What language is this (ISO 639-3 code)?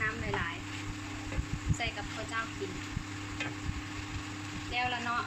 lao